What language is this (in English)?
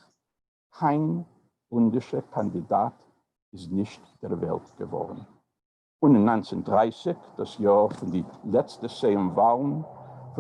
Yiddish